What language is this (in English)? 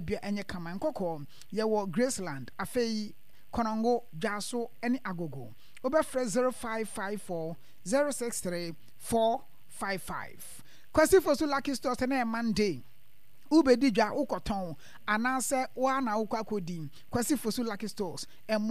Akan